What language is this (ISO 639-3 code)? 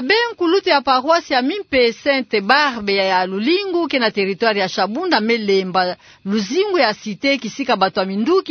ktu